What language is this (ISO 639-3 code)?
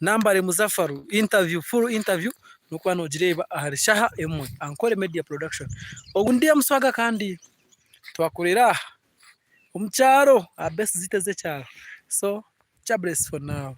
nyn